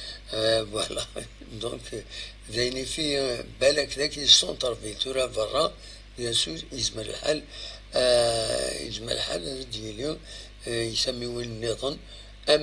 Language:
Kabyle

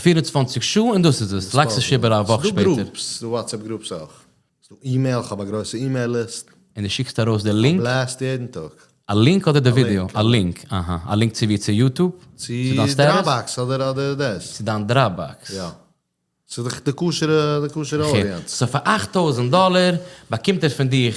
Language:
Yiddish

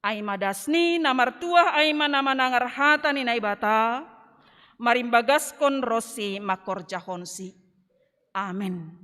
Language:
Batak Simalungun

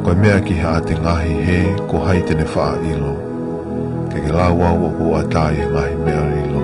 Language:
Tongan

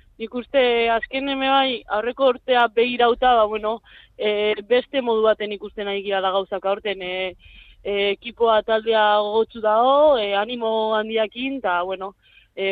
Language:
Basque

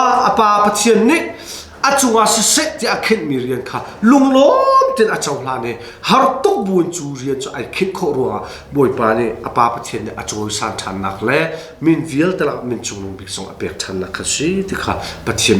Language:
Hakha Chin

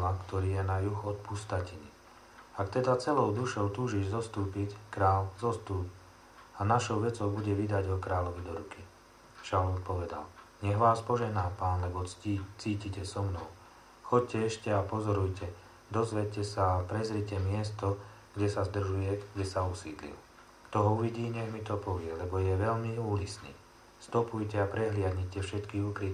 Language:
Slovak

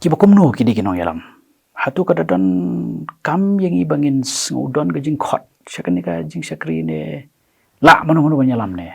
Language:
Khasi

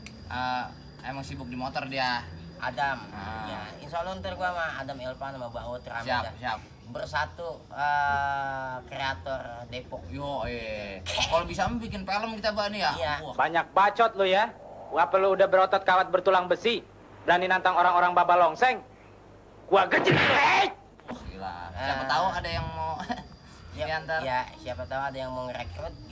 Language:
Betawi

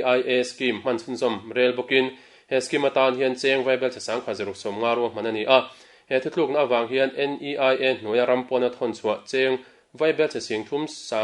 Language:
Mizo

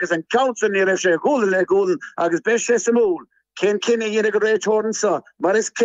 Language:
Irish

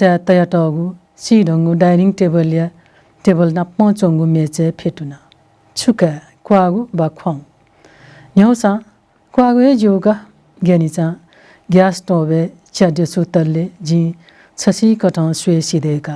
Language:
Newari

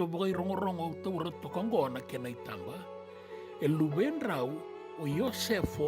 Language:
Fijian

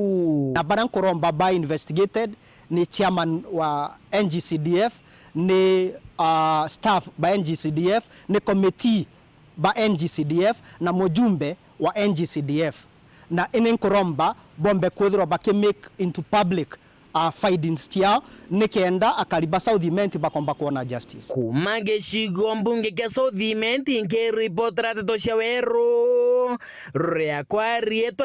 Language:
Meru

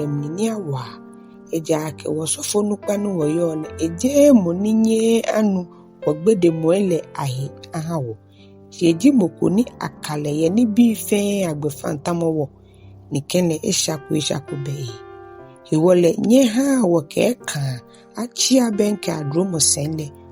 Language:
Ga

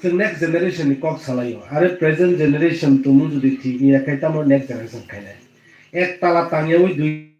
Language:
Kok Borok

